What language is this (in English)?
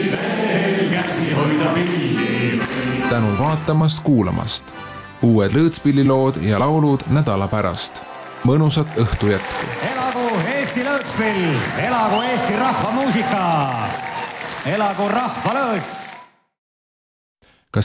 Estonian